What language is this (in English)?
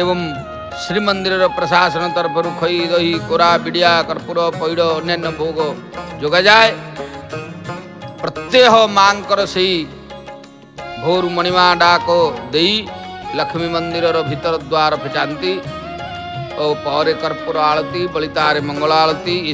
Odia